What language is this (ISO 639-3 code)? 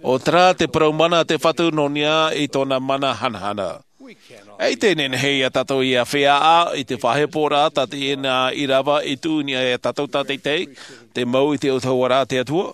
tah